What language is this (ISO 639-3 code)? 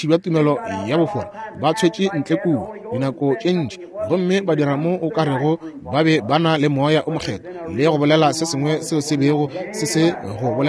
nso